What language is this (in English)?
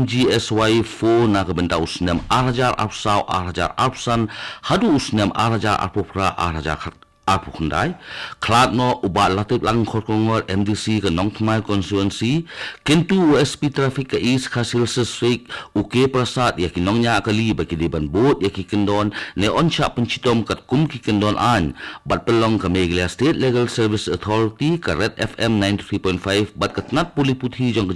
Khasi